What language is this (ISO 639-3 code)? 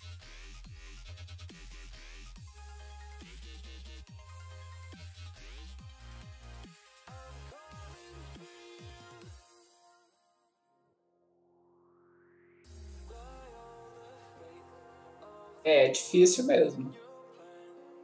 por